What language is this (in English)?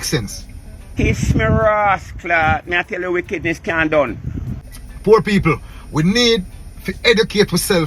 Jamaican Creole English